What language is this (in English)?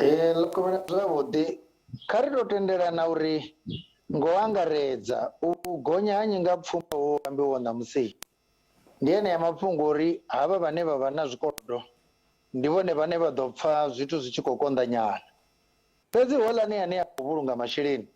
Venda